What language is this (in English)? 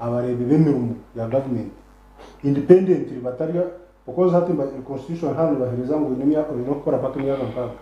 Nyankole